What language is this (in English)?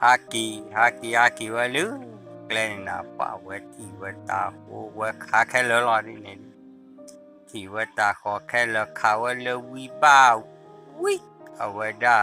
S'gaw Karen